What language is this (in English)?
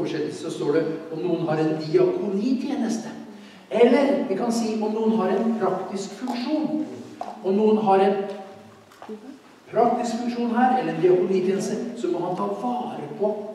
Norwegian